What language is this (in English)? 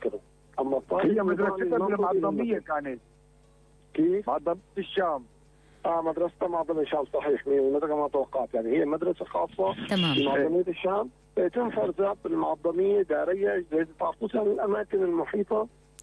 North Levantine Arabic